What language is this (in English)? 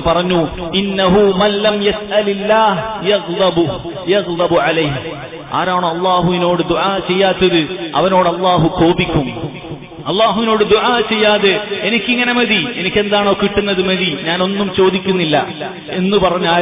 Malayalam